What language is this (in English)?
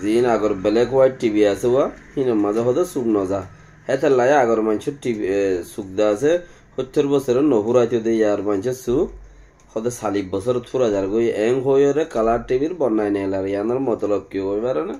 Rohingya